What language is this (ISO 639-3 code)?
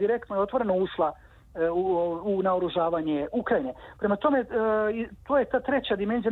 srp